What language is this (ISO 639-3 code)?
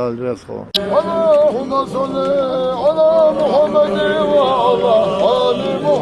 inh